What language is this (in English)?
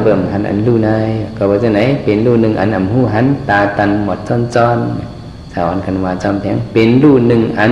Shan